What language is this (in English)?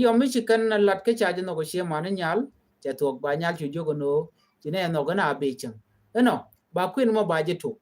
Nuer